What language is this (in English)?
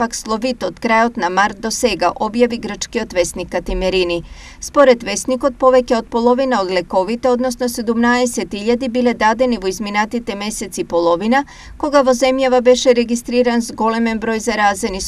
Macedonian